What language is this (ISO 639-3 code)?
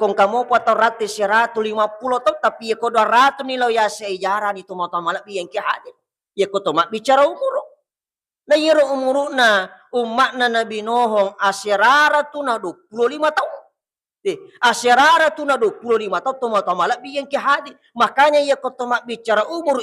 bug